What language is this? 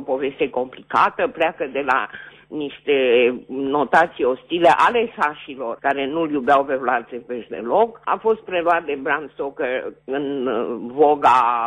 Romanian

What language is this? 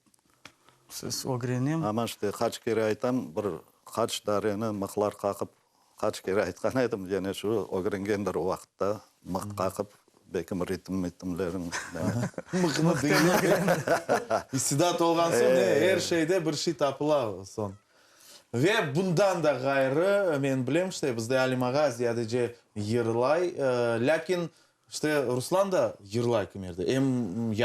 Crimean Tatar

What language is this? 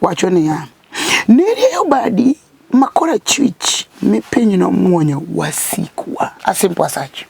Luo (Kenya and Tanzania)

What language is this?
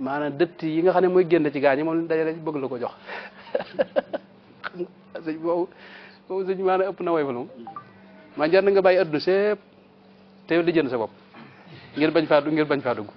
Wolof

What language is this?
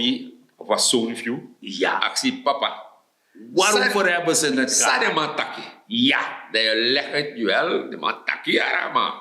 Sranan Tongo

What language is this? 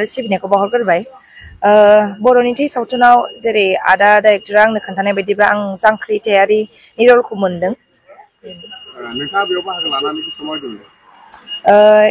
Bodo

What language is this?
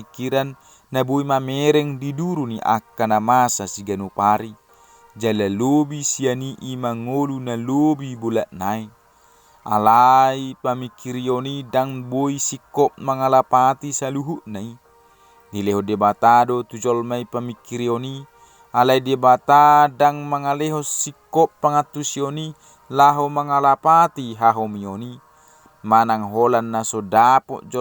Batak Toba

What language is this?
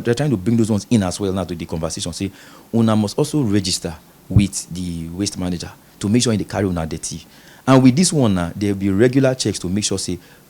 Nigerian Pidgin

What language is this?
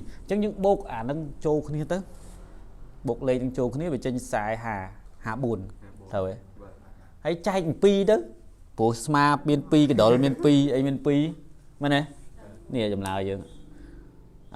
Khmer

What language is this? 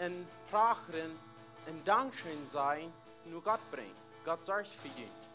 Plautdietsch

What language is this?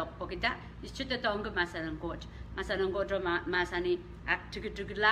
Pohnpeian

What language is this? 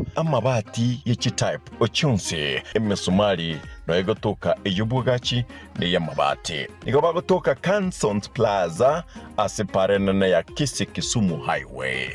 Gusii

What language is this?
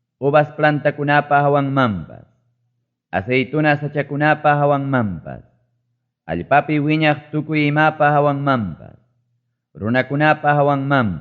Ayacucho Quechua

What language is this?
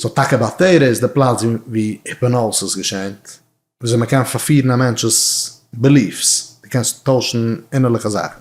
Yiddish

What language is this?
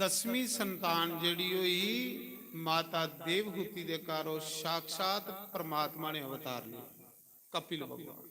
Dogri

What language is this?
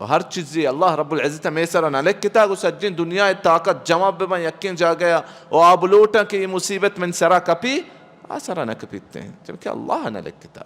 Baluchi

